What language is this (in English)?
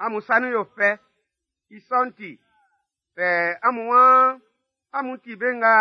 Baoulé